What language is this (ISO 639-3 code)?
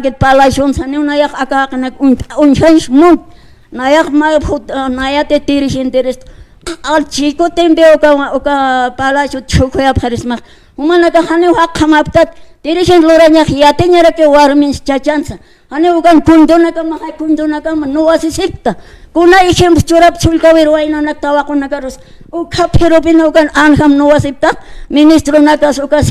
aym